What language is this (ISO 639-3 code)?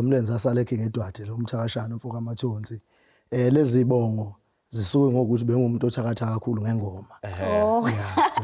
zul